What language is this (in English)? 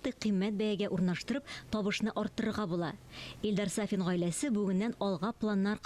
Tatar